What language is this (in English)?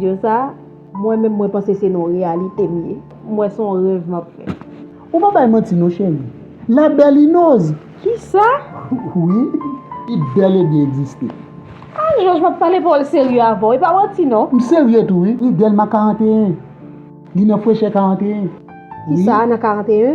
Haitian Creole